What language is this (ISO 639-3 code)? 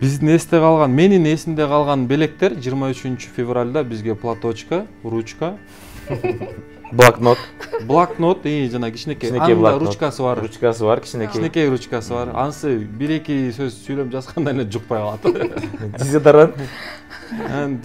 kir